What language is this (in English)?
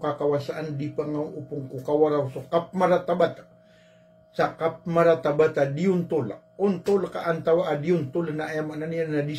Maranao